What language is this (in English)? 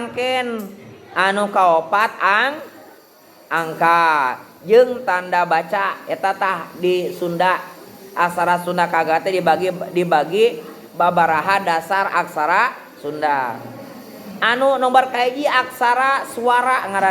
Sundanese